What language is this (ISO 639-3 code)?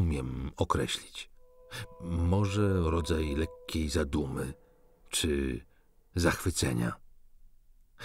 pol